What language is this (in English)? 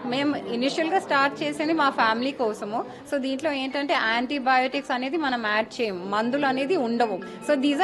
Telugu